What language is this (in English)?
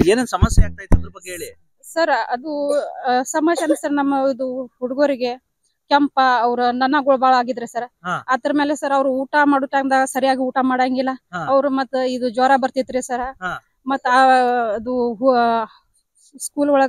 Kannada